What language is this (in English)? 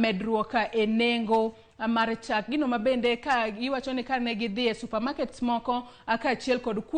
Luo (Kenya and Tanzania)